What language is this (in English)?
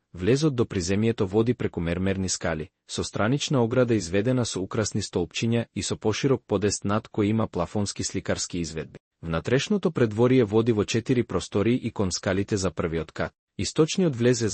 Macedonian